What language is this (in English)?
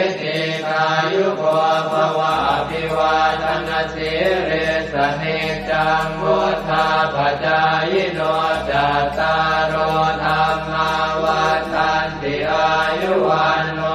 Pali